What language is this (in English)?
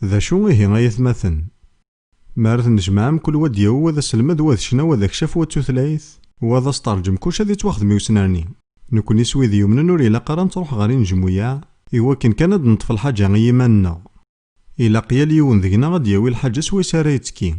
Kabyle